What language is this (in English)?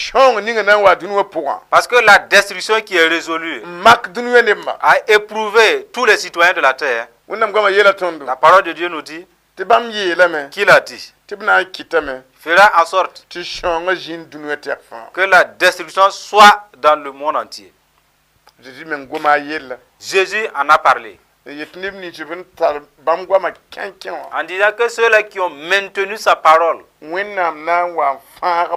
Mossi